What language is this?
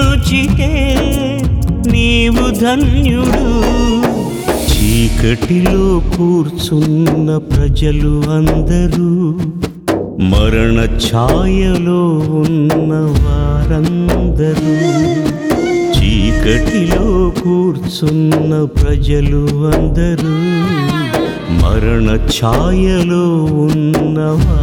Telugu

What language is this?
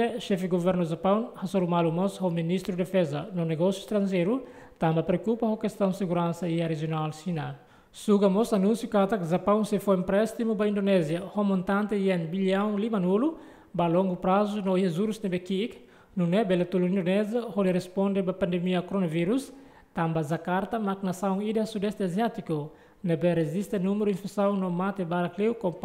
Tetum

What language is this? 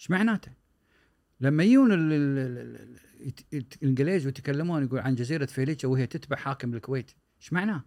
Gulf Arabic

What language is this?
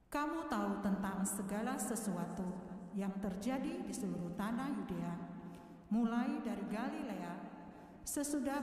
Indonesian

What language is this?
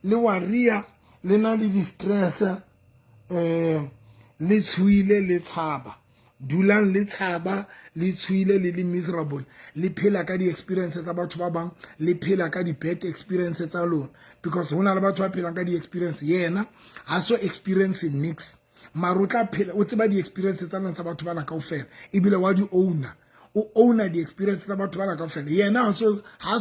Southern Sotho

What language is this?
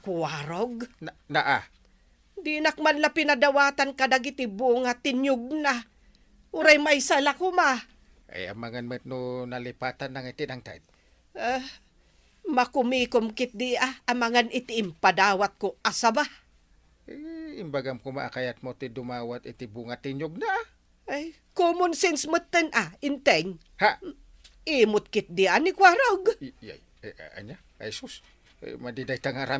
Iloko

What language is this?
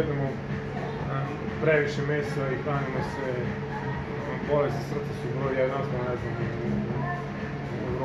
Serbian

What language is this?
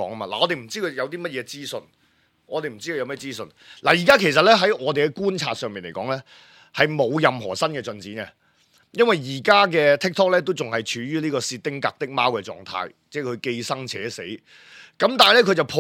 Cantonese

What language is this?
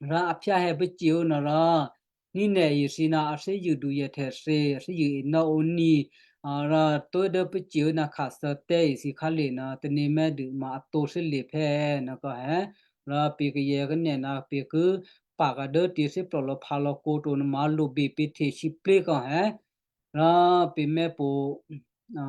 Western Kayah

